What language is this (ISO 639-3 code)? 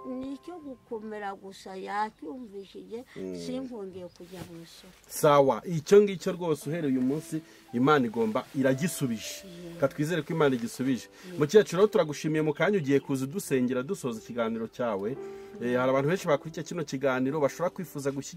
kin